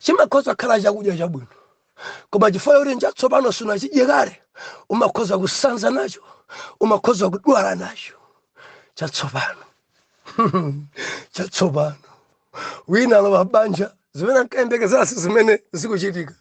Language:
Nyanja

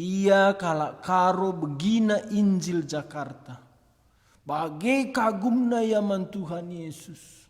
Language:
Batak Karo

